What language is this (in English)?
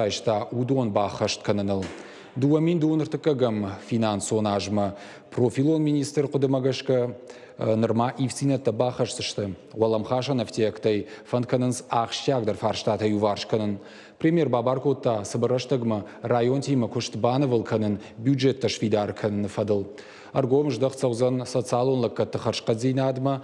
Ossetic